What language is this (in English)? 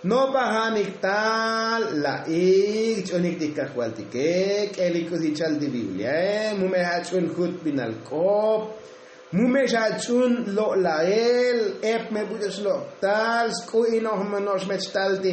Tzotzil